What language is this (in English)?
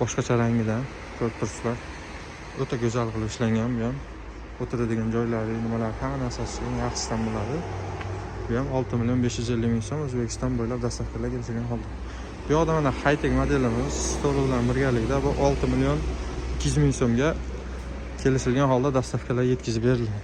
Uzbek